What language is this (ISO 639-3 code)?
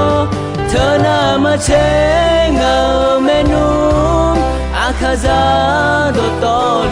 ahk